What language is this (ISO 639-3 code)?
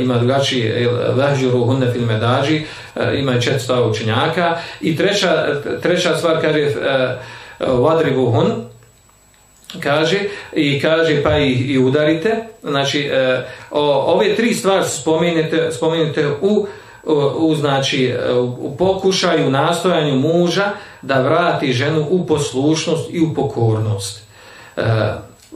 bos